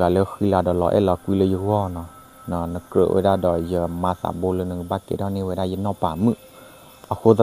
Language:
S'gaw Karen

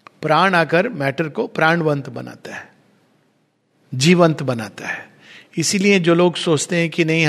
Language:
Hindi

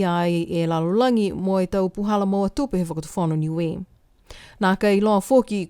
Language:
Niuean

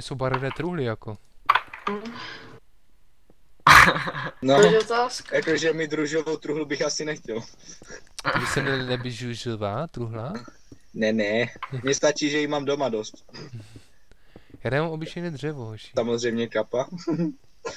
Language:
Czech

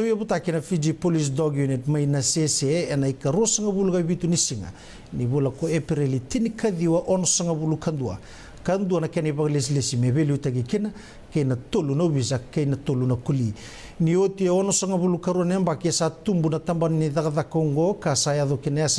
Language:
Fijian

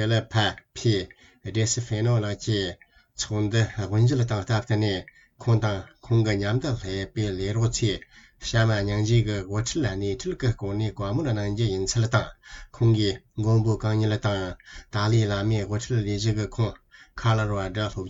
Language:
Tibetan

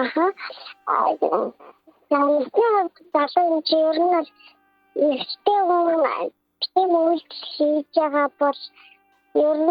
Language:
Mongolian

